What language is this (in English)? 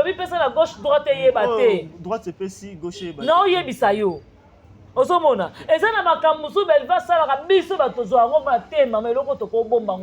Lingala